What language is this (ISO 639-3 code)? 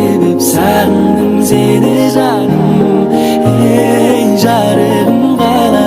kaa